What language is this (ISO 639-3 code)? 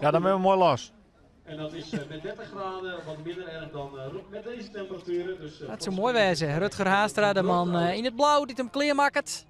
fry